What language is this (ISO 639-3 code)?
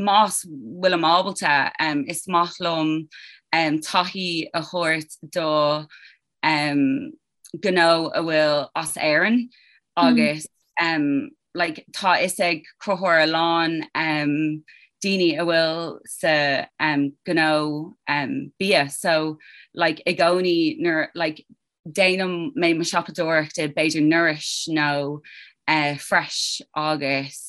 gle